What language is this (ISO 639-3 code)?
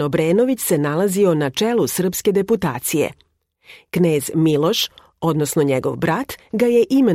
srp